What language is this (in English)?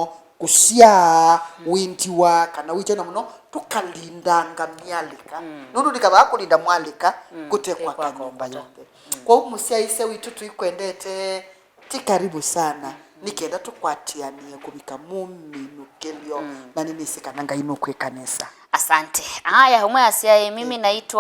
Kamba